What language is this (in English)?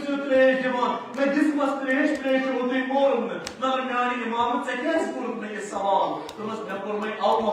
Kashmiri